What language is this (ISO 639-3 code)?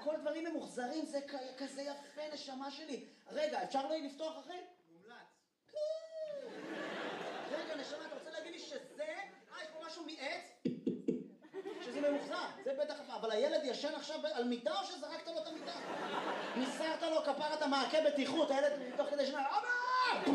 heb